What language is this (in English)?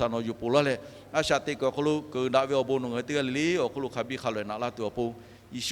Lahu